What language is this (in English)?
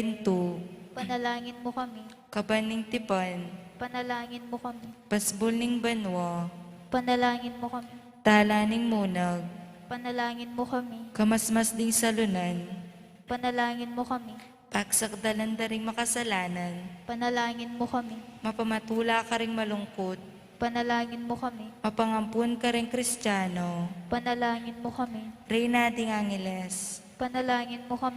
Pampanga